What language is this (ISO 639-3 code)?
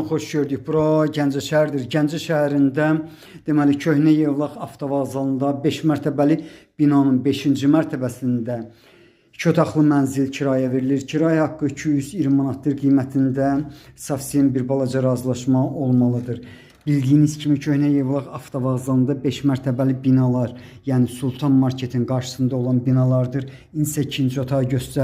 aze